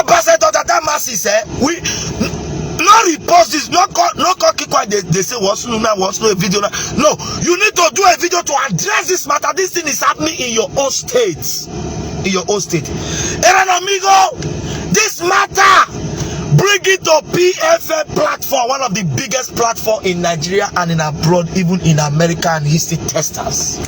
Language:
Nigerian Pidgin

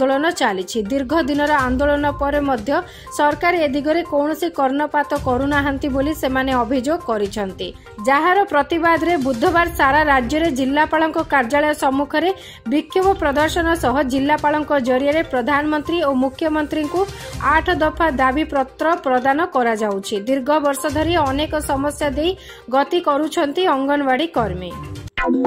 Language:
Odia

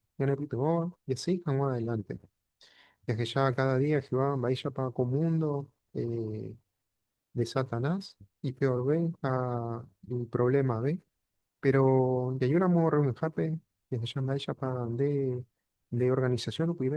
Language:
Guarani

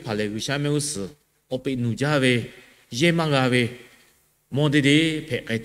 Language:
Lahu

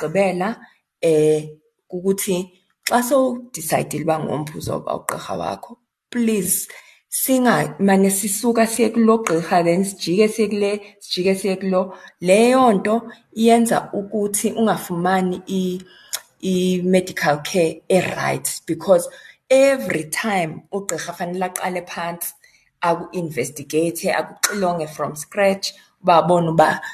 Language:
Xhosa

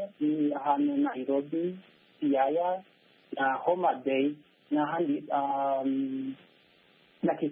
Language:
Kinyarwanda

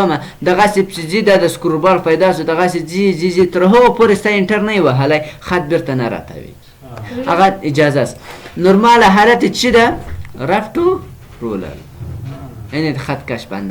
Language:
Pashto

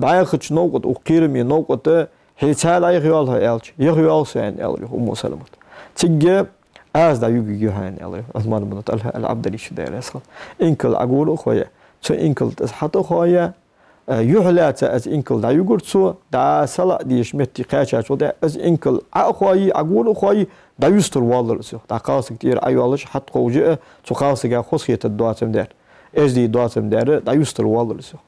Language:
Ingush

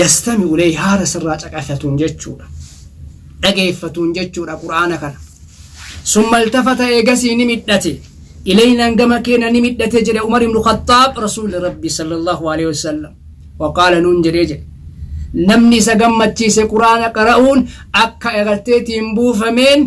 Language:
Oromo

